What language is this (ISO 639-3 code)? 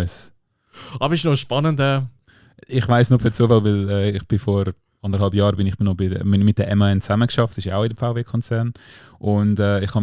gsw